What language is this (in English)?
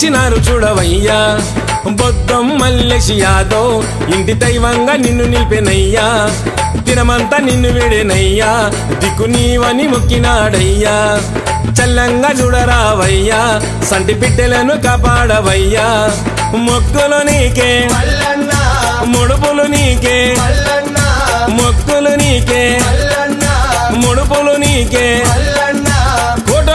Telugu